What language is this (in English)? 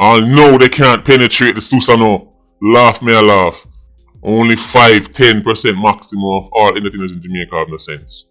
Jamaican Creole English